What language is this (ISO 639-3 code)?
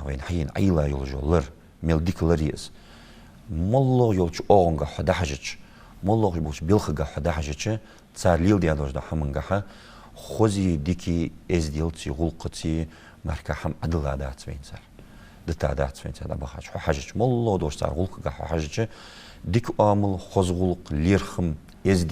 inh